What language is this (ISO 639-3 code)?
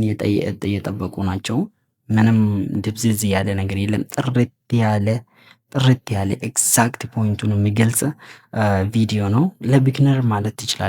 amh